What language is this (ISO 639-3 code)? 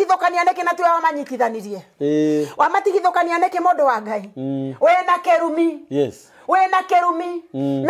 kik